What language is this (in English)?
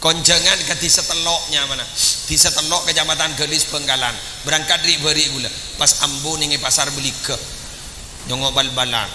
Madurese